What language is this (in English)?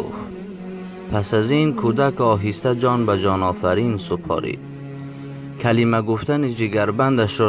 Tajik